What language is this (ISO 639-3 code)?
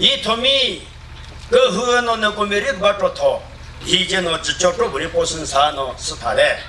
nri